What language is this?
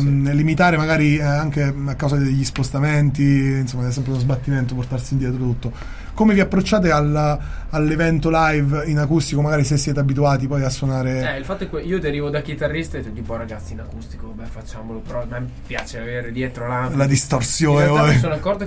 Italian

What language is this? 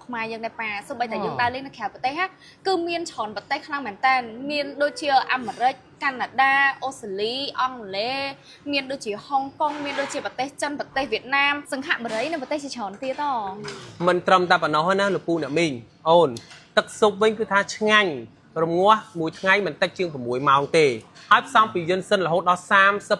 Khmer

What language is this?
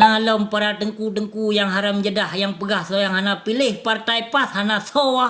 Achinese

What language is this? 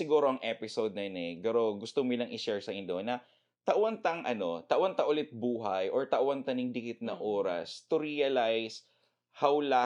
Bikol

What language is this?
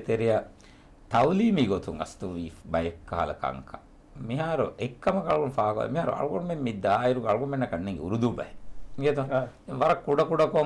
Divehi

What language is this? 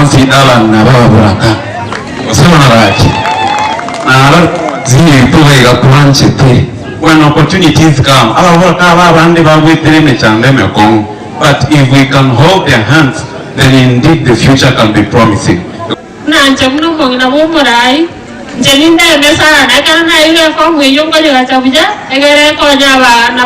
Gusii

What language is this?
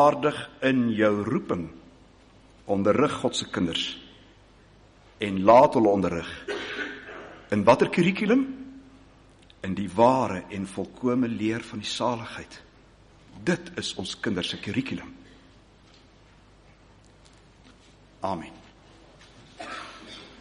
Afrikaans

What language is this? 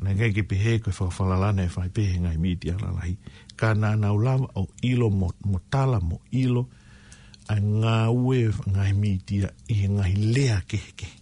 Tongan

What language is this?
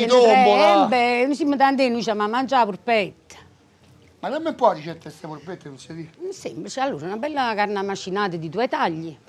Neapolitan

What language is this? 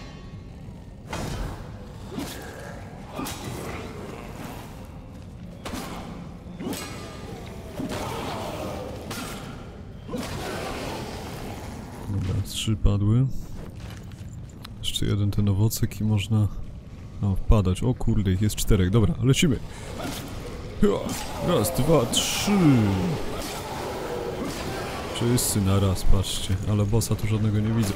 Polish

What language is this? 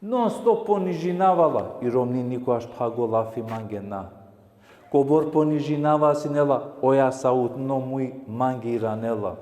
Balkan Romani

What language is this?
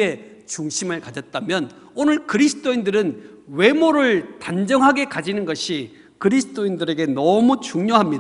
Korean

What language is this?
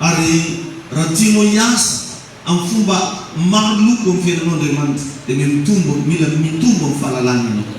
Malagasy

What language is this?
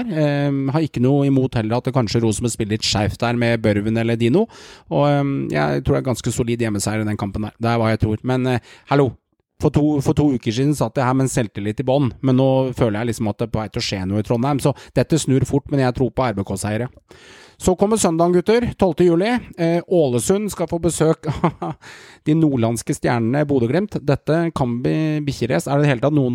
Norwegian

